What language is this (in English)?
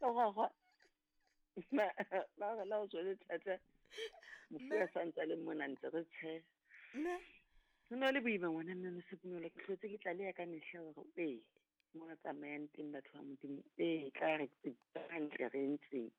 Southern Sotho